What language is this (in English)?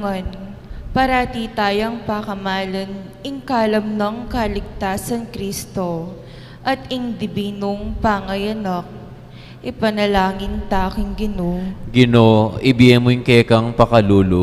Pampanga